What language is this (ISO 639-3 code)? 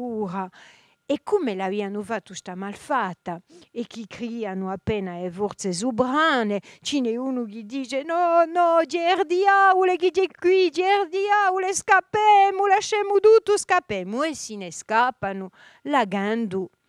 cos